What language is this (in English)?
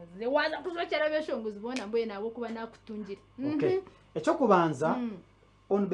Nyankole